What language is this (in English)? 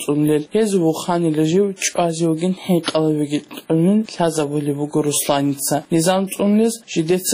Avaric